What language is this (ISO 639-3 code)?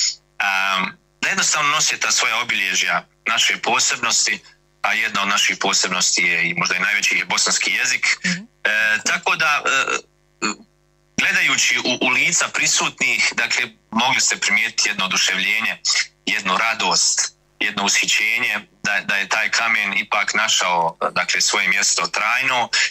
bos